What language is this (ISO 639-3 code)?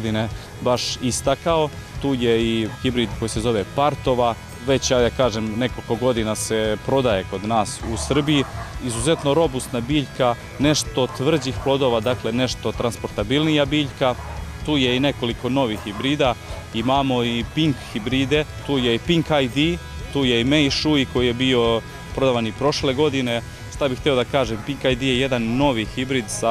srp